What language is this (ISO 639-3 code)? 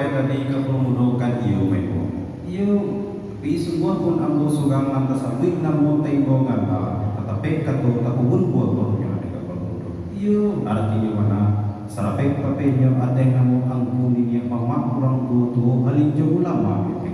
min